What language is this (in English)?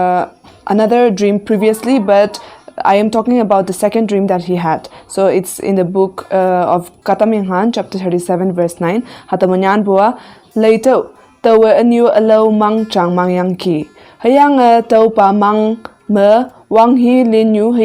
Konyak Naga